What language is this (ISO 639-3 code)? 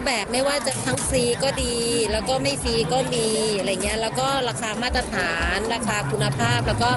tha